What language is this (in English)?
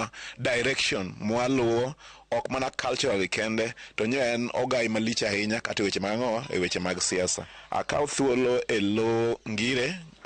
Luo (Kenya and Tanzania)